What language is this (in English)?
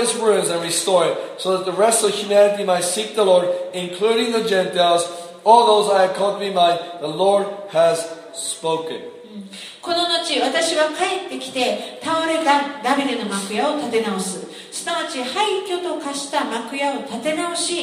Japanese